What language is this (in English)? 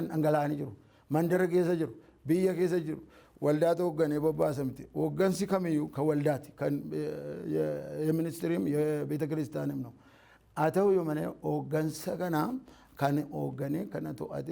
Oromo